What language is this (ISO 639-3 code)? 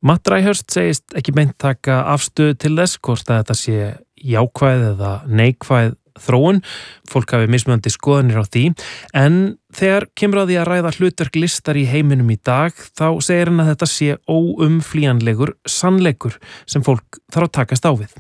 isl